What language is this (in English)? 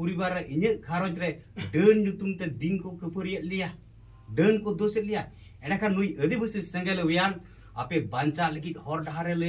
Santali